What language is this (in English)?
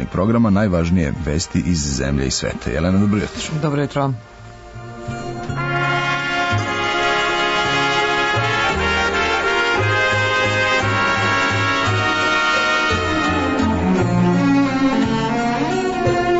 Serbian